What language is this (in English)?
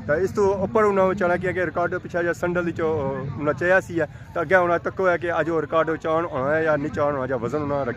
Pahari-Potwari